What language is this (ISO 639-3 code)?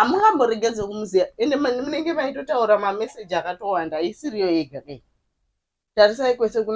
sna